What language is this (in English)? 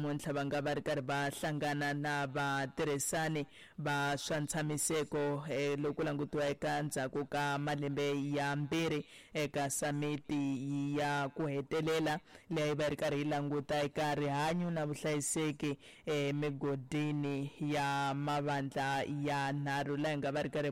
Tsonga